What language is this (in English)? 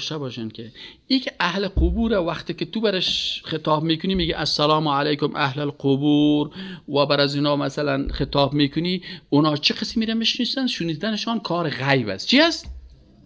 Persian